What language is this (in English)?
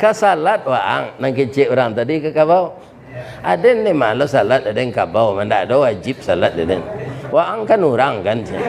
Minangkabau